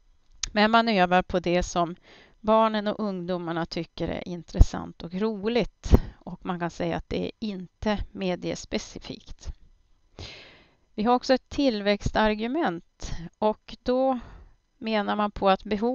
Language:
Swedish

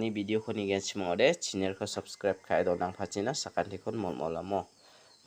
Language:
Garo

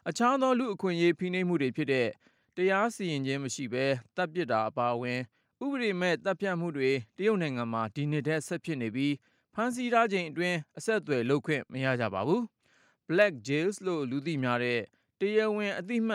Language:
Burmese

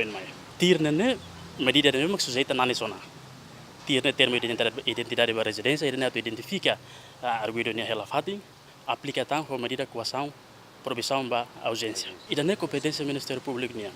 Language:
Tetum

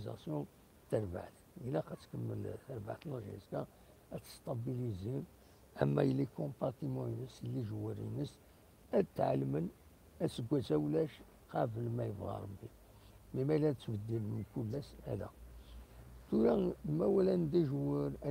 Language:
Kabyle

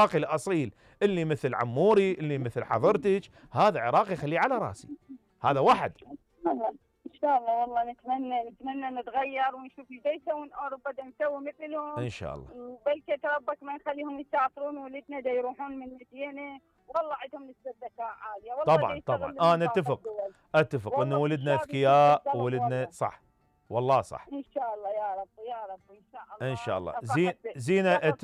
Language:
Mesopotamian Arabic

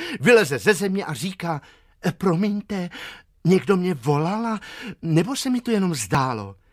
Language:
Czech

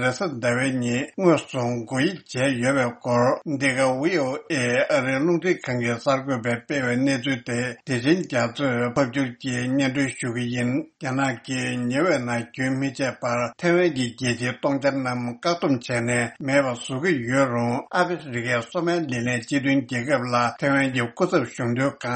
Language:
Tibetan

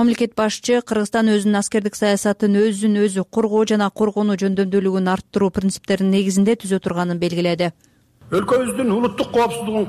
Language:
Kyrgyz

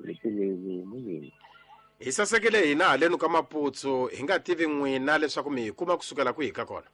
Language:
Tsonga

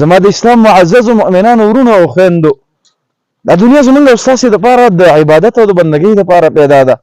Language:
Pashto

